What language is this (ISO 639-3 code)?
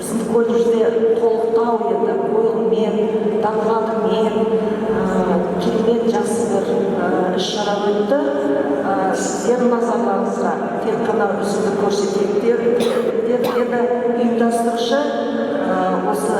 kaz